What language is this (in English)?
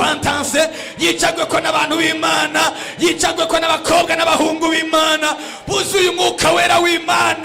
Rundi